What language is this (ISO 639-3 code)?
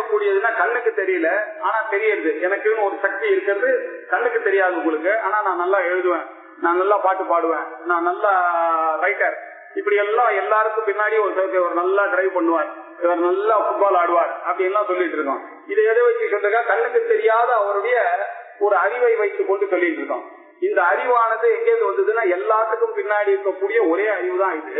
tam